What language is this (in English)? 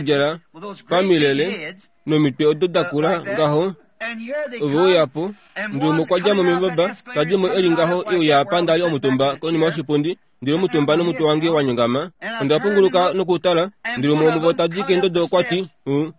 Kuanyama